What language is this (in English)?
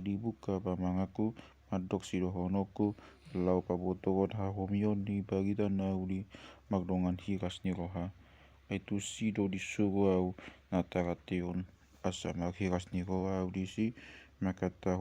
Batak Toba